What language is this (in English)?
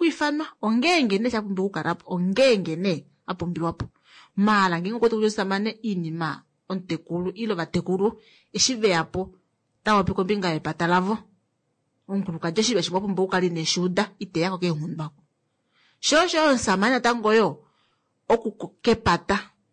Kuanyama